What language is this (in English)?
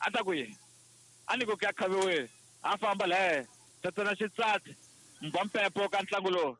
Tsonga